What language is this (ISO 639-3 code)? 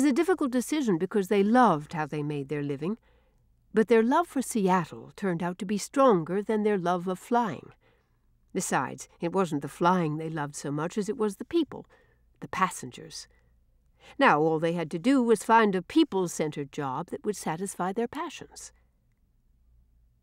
eng